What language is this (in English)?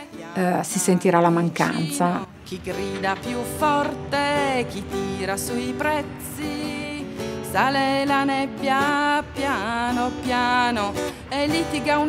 Italian